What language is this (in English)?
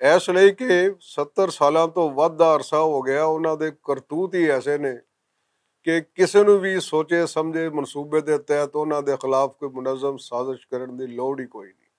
Western Panjabi